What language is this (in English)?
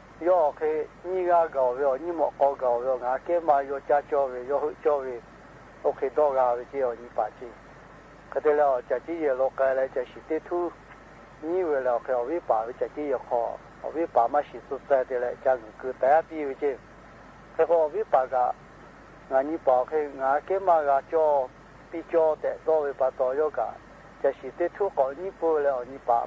Lahu